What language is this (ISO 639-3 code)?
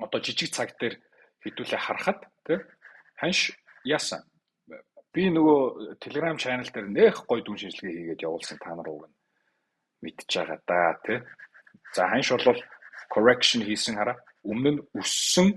mon